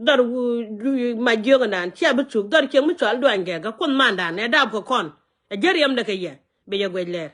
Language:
Nuer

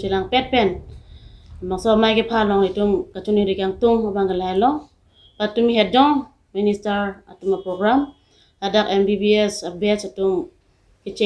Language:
Karbi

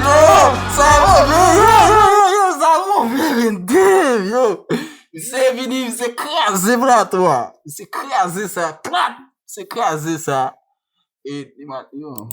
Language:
Haitian Creole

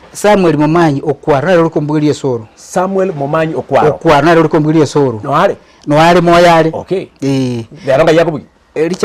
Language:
Gusii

